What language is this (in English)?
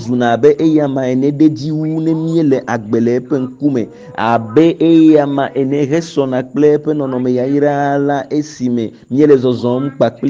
Ewe